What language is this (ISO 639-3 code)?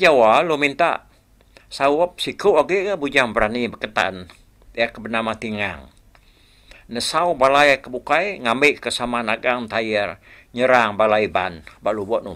iba